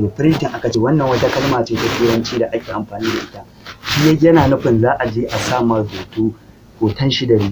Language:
Hausa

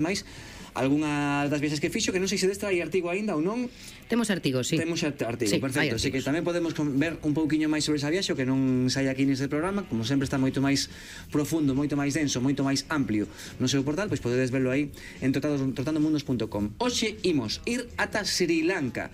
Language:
Galician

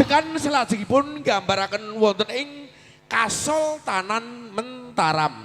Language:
Javanese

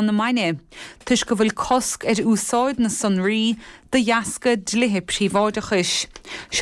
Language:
Irish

